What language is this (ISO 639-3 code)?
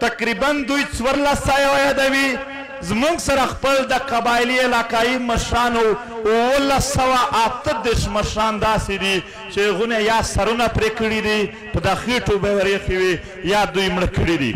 pus